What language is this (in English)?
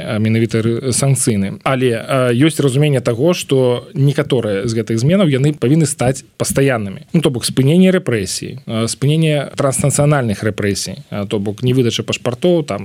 Belarusian